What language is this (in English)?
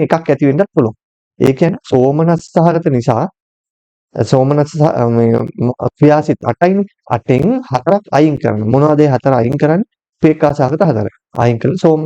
Sinhala